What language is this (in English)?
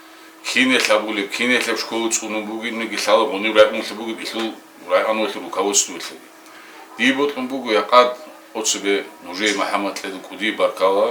Avaric